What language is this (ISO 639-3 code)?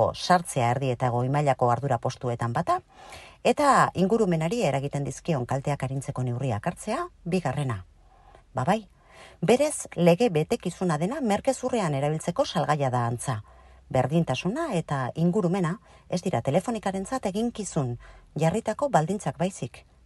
eus